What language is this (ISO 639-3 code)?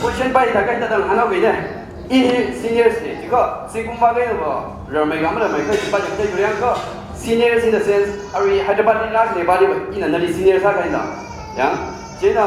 nmf